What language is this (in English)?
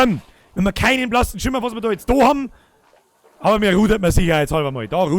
Bavarian